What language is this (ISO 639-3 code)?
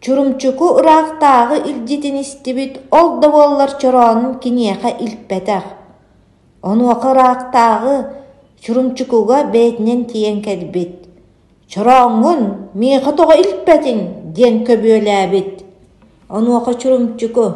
sah